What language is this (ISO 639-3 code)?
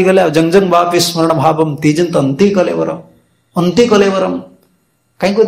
ori